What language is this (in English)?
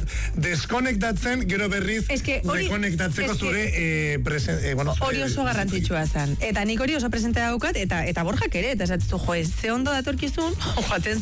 Basque